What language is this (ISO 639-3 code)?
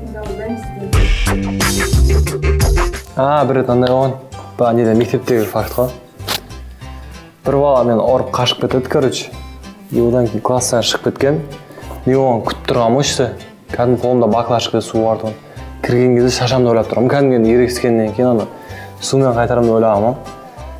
kaz